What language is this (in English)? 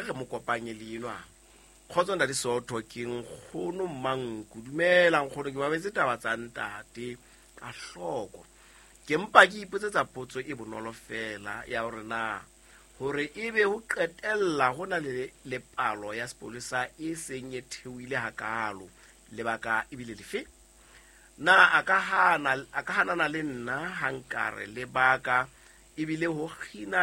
Southern Sotho